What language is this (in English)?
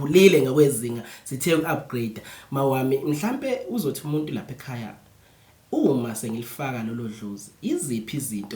Zulu